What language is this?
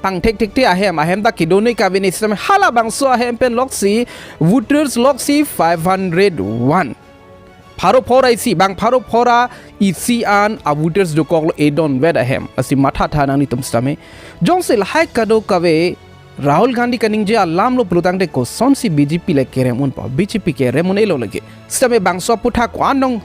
Karbi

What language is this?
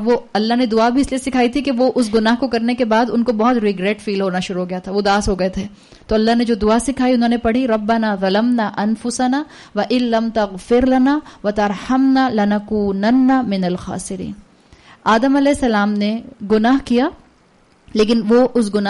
Urdu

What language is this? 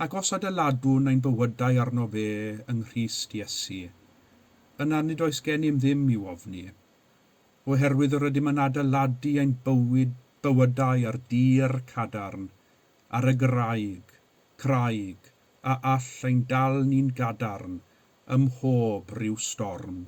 Welsh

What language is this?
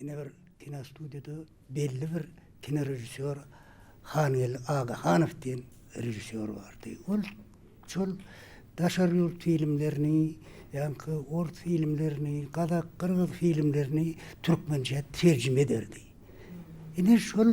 Turkmen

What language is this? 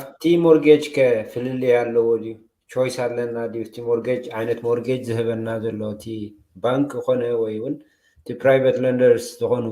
Tigrinya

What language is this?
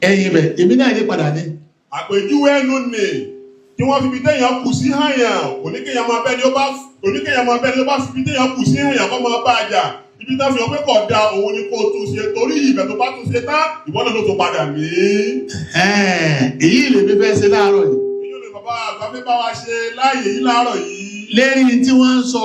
Yoruba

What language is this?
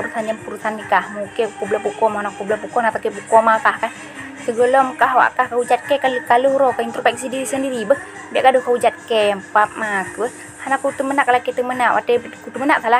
Achinese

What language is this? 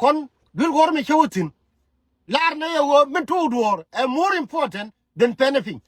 Nuer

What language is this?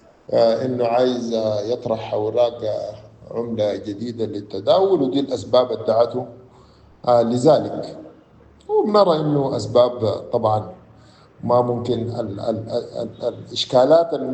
Sudanese Arabic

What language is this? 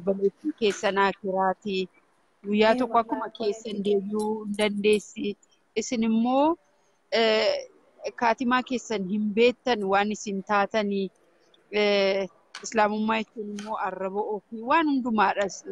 Oromo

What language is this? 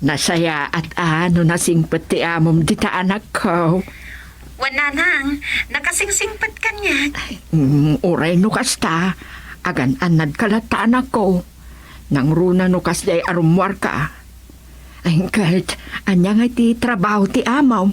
Iloko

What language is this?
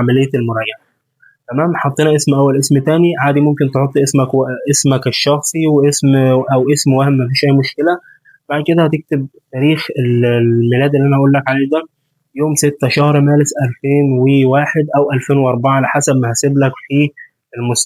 Egyptian Arabic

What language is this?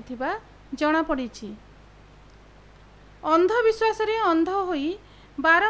Odia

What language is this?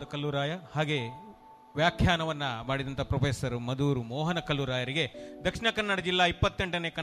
Kannada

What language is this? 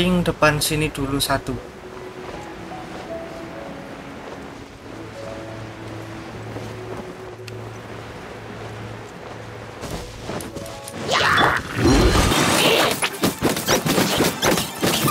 Indonesian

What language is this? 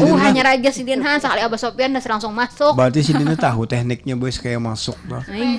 Banjar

